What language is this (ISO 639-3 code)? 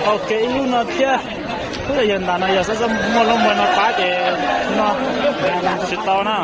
hmn